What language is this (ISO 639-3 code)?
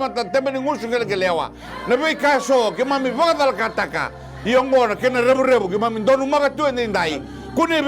fij